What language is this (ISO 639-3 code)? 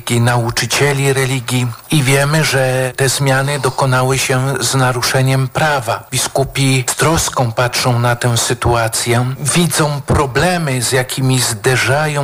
pol